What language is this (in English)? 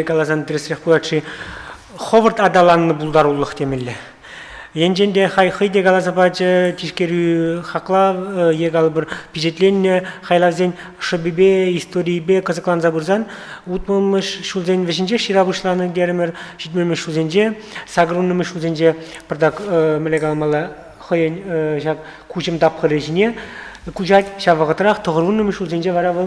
Chuvash